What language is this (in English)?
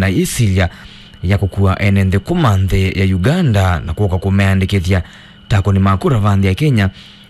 Kamba